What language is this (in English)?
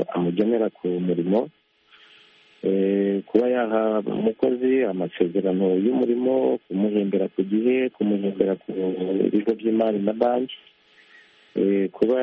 Kinyarwanda